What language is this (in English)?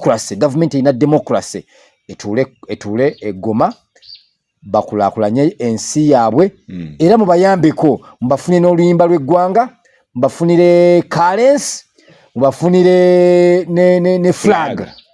Ganda